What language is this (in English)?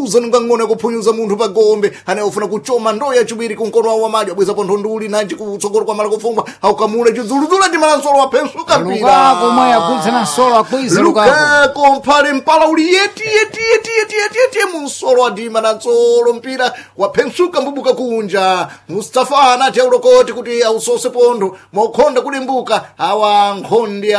Sena